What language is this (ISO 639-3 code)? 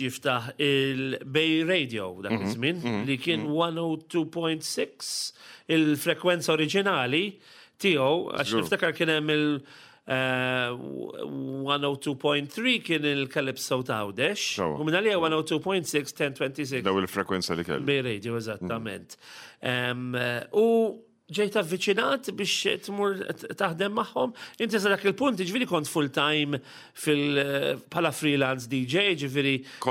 mlt